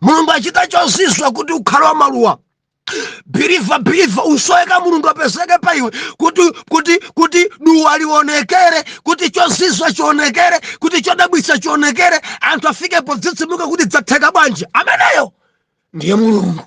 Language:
Nyanja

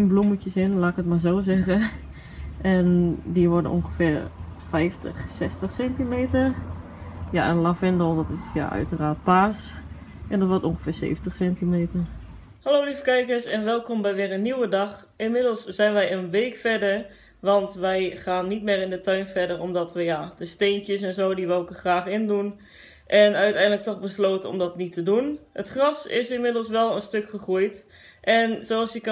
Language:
Dutch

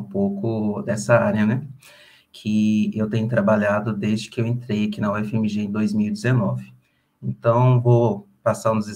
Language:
Portuguese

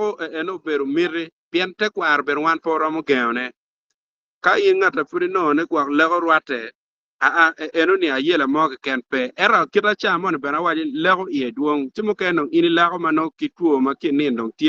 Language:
Acoli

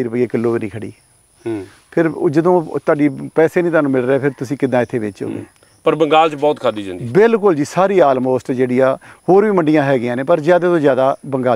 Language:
Punjabi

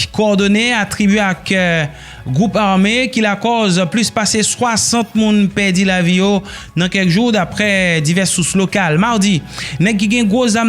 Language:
Haitian Creole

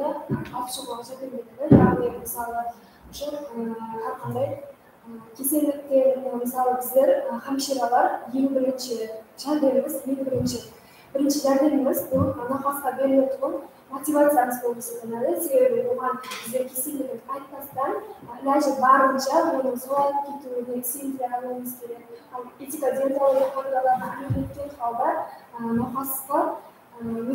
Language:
Kara-Kalpak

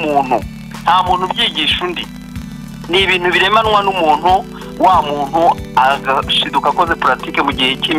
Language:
Kinyarwanda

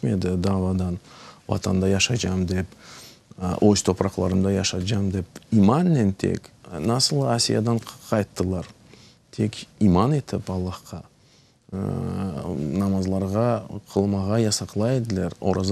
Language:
Crimean Tatar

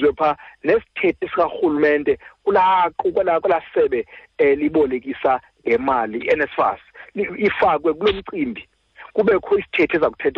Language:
Xhosa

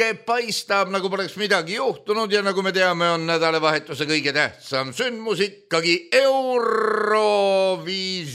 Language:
Estonian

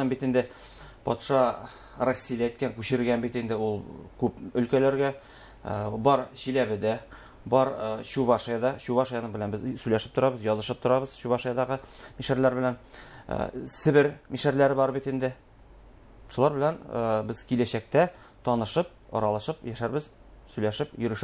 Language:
Bashkir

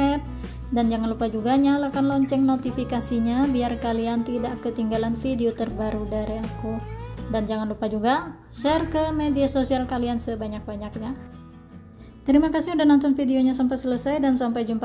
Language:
Indonesian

